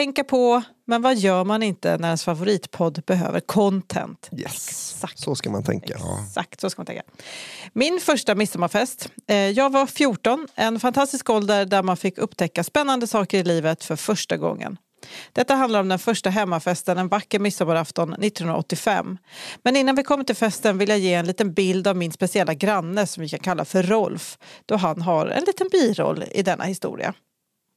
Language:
Swedish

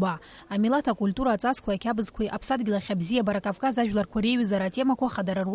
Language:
Abkhazian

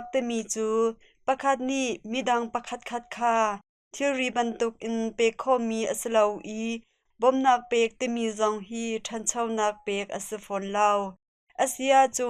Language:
Hakha Chin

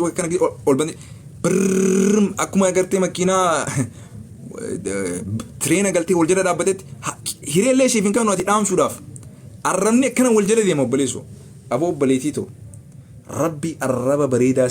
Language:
Oromo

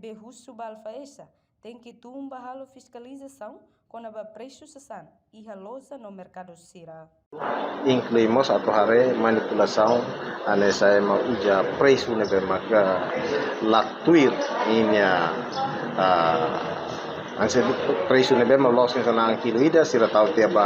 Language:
Tetum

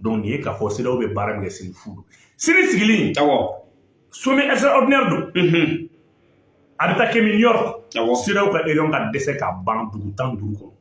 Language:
Bambara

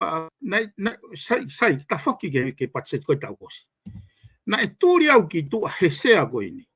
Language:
Tongan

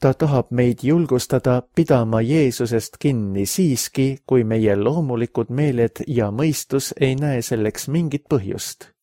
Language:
Estonian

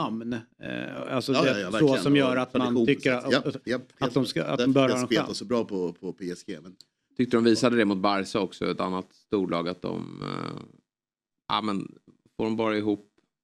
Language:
Swedish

